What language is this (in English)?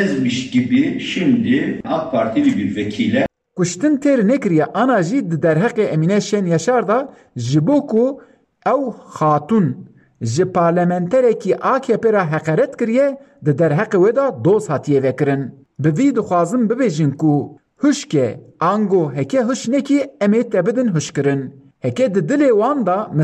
Kurdish